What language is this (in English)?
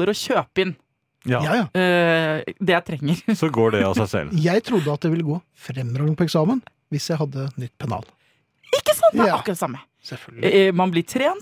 Norwegian